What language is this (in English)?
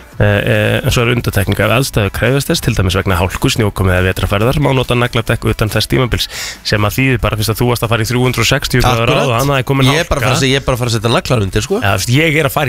Icelandic